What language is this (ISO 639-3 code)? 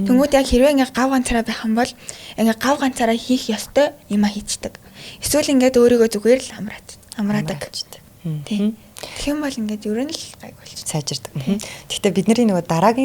mon